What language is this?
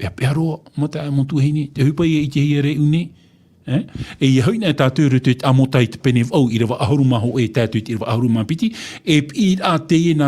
Tahitian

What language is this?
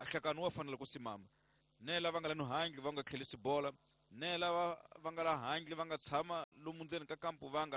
Tsonga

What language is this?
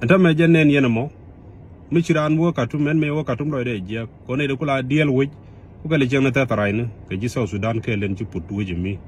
Nuer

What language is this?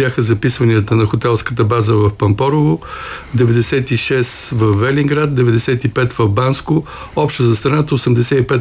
Bulgarian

